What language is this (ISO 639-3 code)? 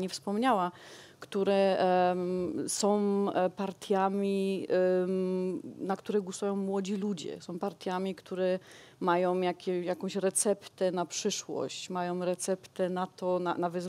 pol